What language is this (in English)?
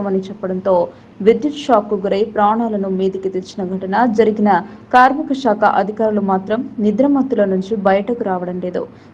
Telugu